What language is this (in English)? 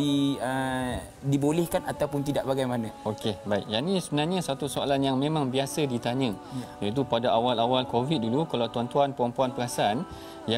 Malay